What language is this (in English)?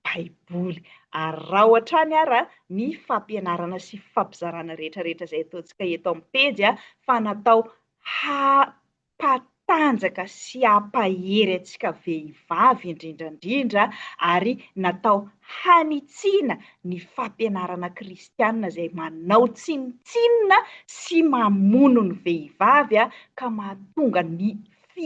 Malagasy